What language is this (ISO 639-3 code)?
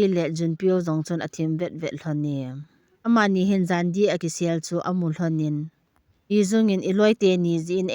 tcz